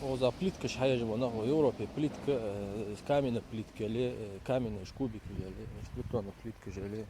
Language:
Ingush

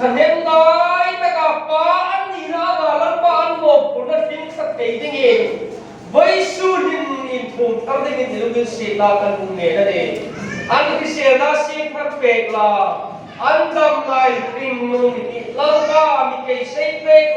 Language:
Hmar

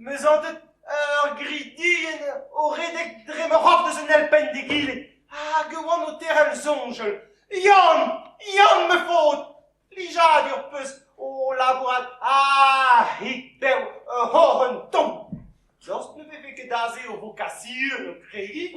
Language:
Breton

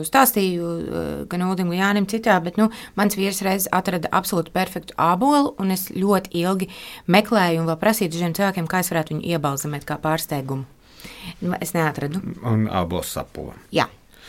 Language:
Latvian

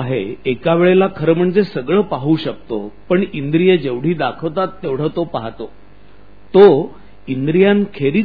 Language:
Marathi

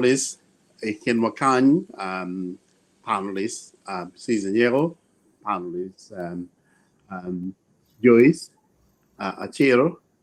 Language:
Acoli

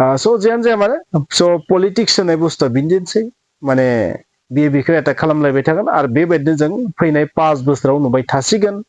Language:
Bodo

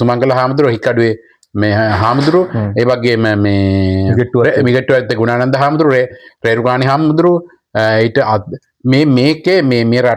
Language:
Sinhala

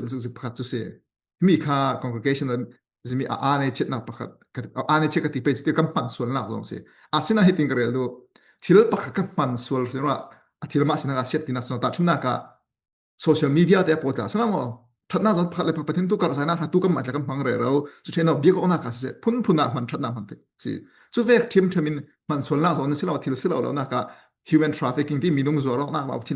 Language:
Falam Chin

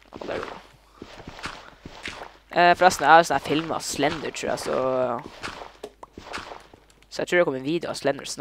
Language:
Norwegian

